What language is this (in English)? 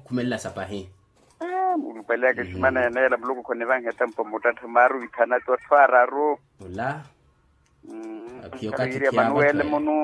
Makhuwa